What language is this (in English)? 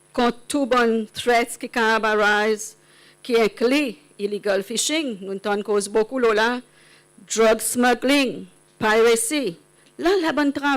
Seselwa Creole French